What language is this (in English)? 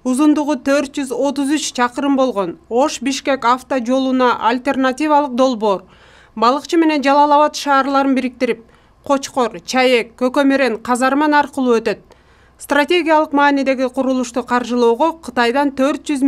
Kyrgyz